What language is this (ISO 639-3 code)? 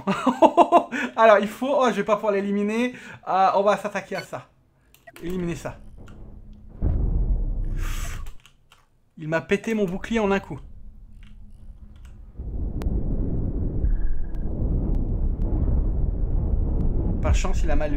fra